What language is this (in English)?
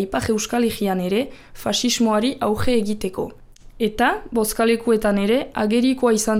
Basque